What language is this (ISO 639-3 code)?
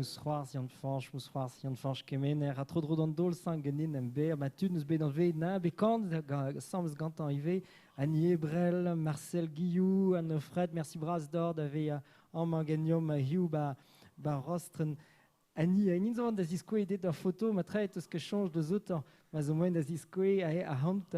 bre